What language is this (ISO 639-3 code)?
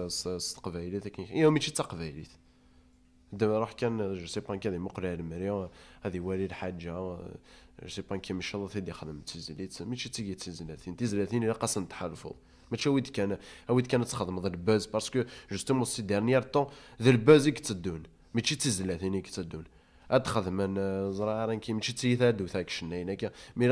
kab